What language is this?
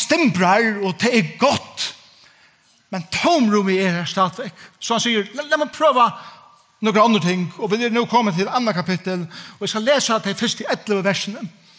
Faroese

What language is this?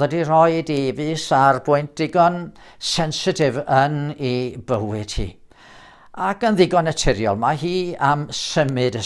Welsh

